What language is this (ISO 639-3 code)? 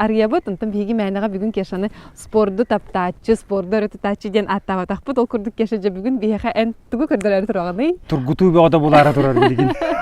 sah